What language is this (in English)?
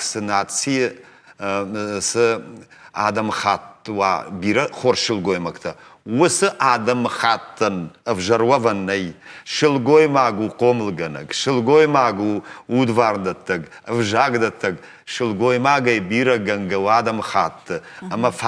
Ossetic